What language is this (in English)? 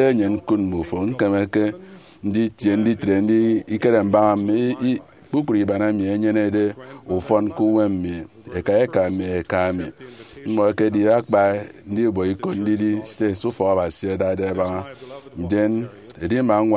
Efik